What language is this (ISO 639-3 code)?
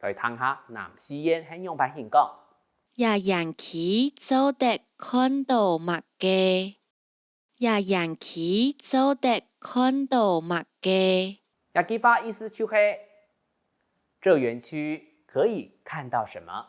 hak